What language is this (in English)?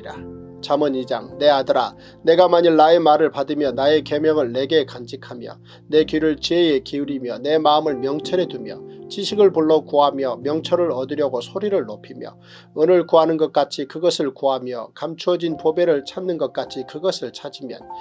Korean